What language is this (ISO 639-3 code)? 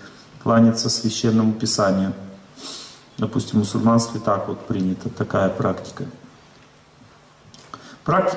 rus